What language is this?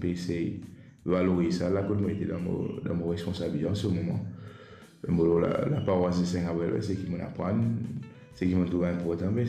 Morisyen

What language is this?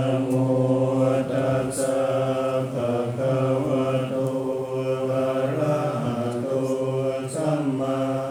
Pali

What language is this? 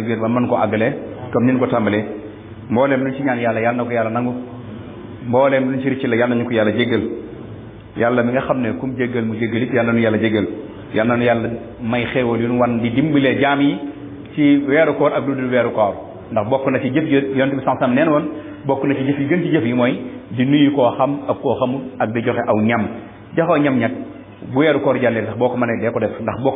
Wolof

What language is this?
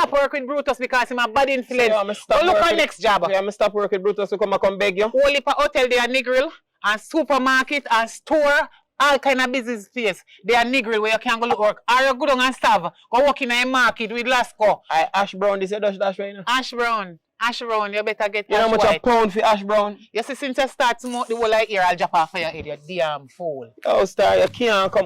Jamaican Creole English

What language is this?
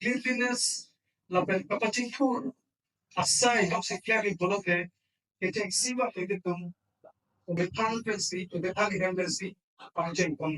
Karbi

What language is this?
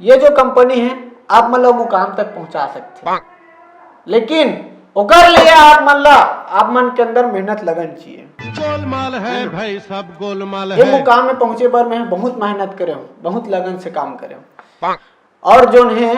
Chhattisgarhi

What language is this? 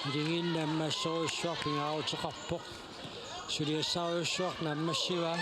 Kalaallisut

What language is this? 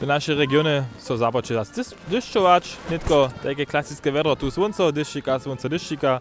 Upper Sorbian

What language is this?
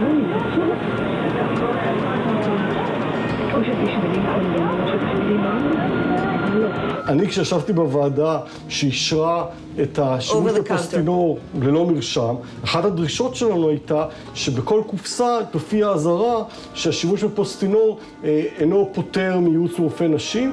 Hebrew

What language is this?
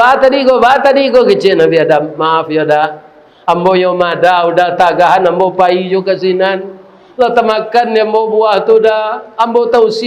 Minangkabau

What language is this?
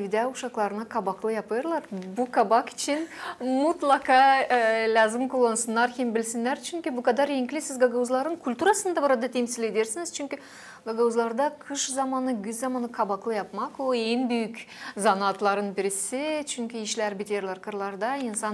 Gagauz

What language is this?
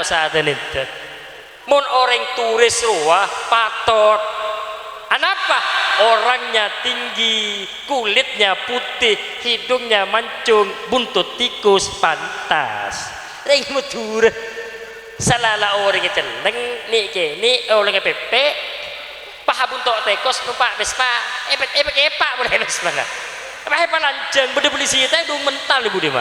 Madurese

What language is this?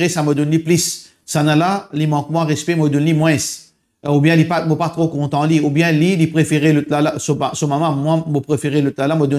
Morisyen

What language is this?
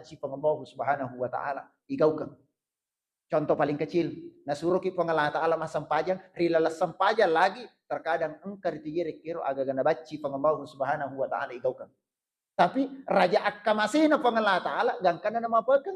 Buginese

